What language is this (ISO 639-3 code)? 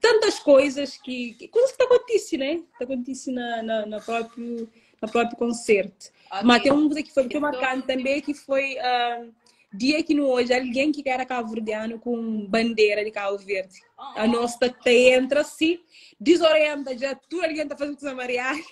kea